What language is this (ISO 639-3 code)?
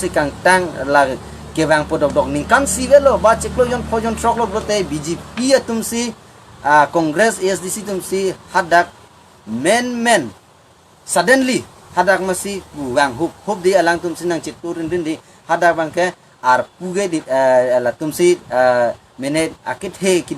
mjw